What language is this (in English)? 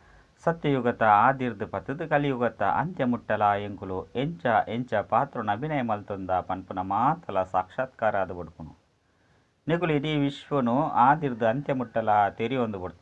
Tulu